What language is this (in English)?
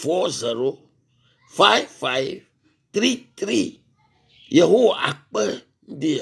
Ewe